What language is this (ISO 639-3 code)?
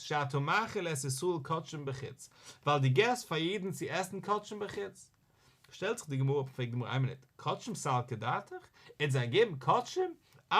yid